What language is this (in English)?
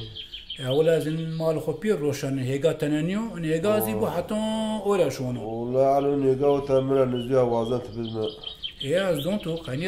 Zaza